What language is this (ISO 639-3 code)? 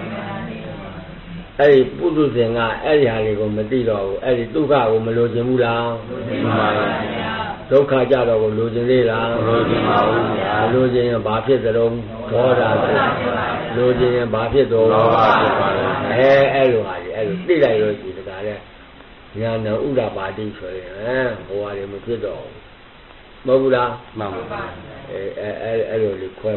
mya